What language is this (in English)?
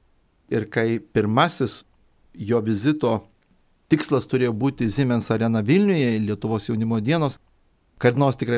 Lithuanian